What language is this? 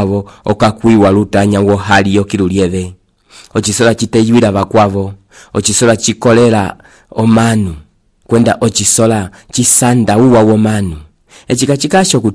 Umbundu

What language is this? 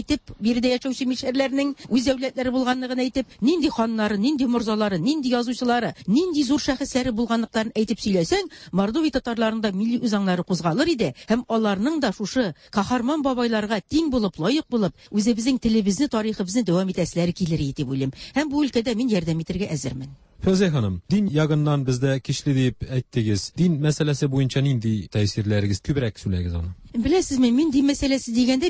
Tatar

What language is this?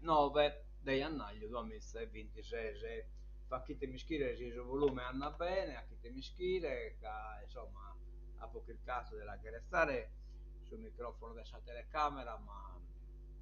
Sardinian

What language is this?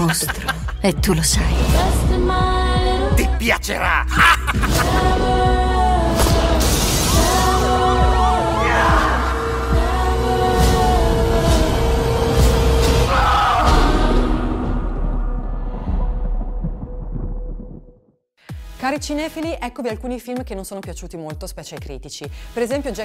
Italian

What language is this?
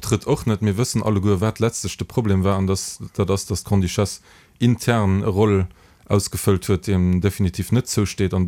Luxembourgish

